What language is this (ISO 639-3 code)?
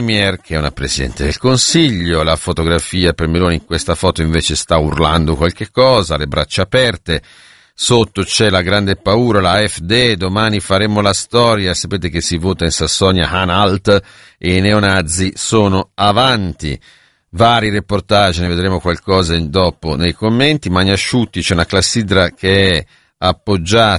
ita